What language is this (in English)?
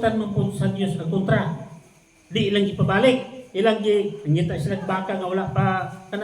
Cebuano